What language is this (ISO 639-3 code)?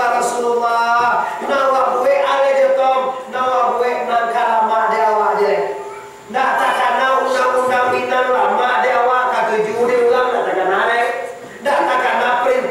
min